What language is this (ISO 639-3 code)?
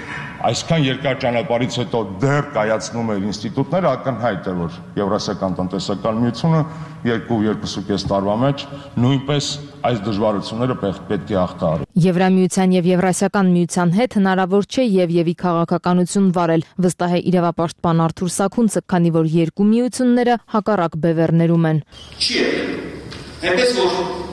hye